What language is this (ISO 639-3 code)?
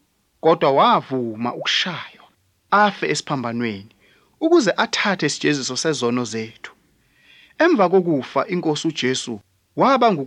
zul